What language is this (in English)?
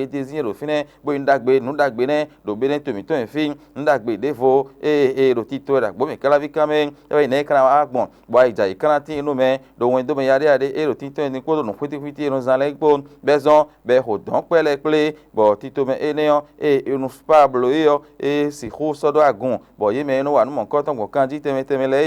Fon